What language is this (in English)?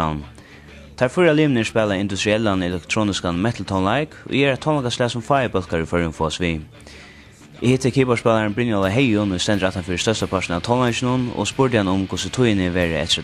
Faroese